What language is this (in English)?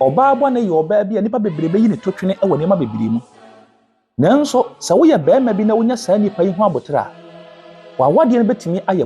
Akan